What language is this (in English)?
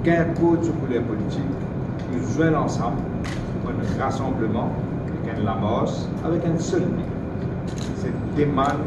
Morisyen